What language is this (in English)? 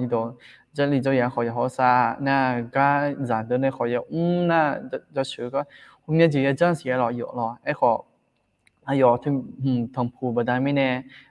Akha